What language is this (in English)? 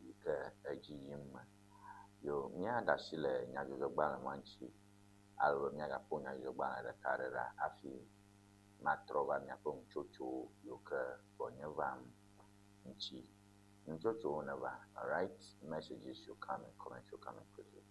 Ewe